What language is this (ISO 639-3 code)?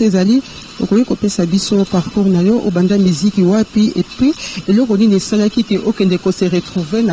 lin